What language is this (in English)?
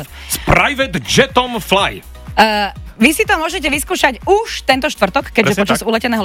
Slovak